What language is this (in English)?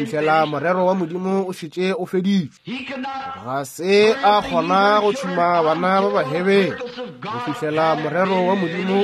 Northern Sotho